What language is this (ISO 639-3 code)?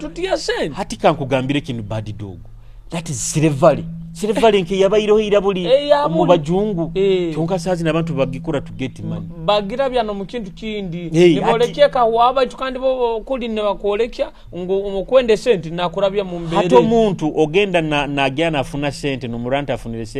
nyo